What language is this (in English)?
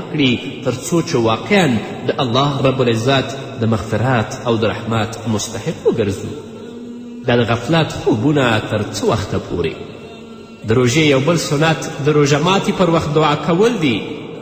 Pashto